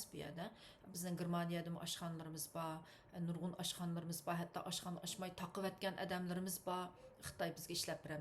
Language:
Uyghur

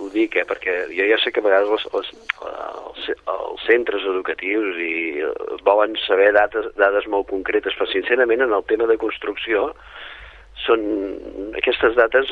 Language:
Catalan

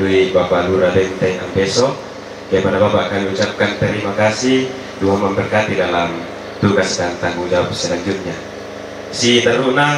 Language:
Toraja-Sa'dan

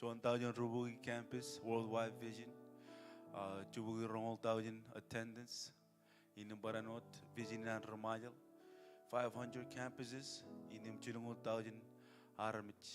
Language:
Marshallese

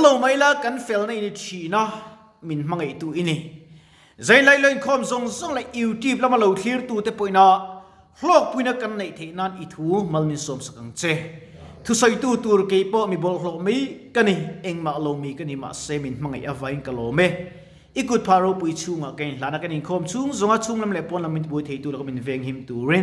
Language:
Mizo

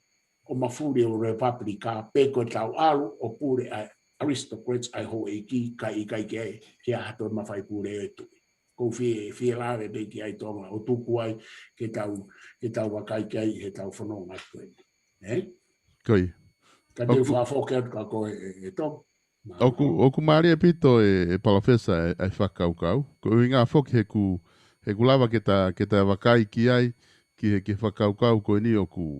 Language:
Tongan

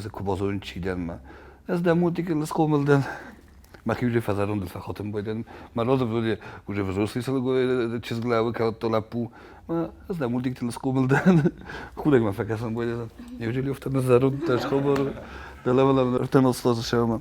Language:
Ossetic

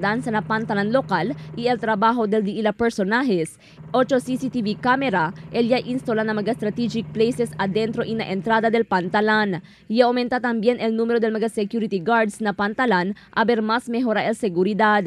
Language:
Chavacano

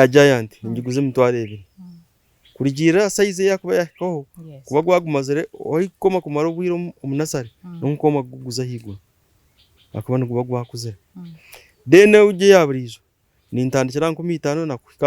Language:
Nyankole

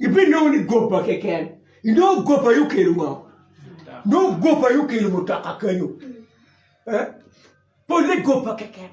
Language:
Acoli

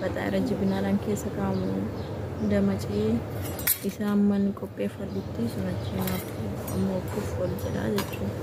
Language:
Oromo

